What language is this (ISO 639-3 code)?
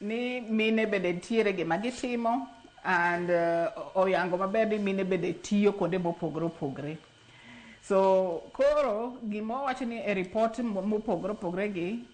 luo